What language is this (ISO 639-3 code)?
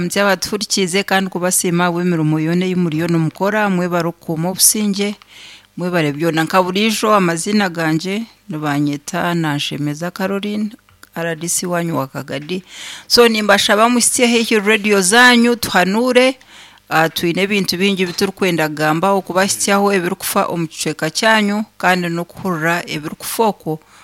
nyn